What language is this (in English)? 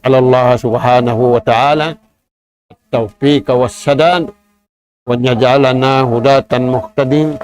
Tausug